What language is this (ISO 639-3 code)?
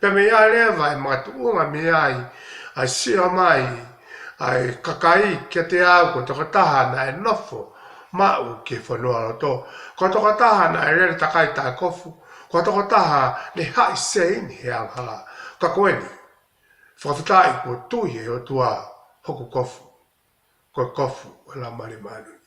ton